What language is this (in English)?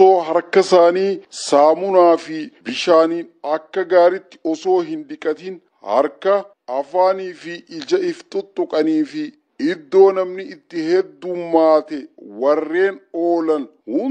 Oromo